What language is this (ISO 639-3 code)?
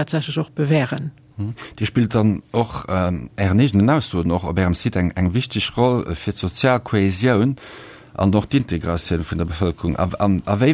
ltz